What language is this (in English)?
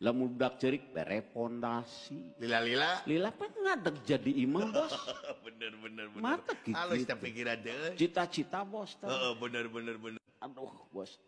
Sundanese